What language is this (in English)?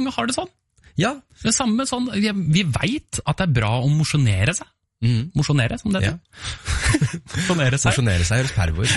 Norwegian